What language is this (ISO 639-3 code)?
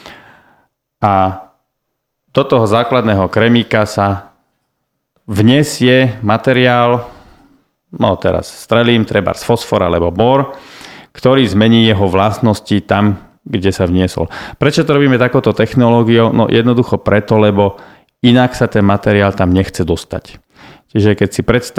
slk